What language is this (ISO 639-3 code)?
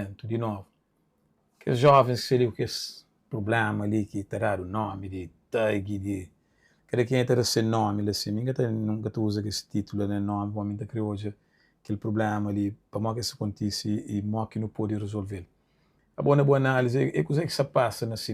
kea